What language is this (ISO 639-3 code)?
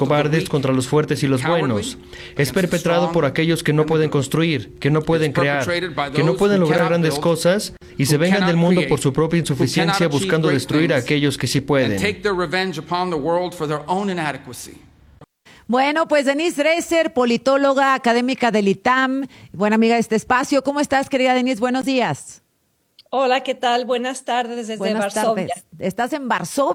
spa